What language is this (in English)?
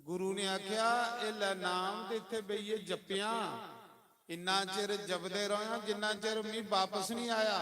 Dogri